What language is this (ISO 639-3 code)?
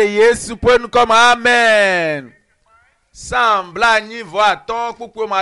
ewe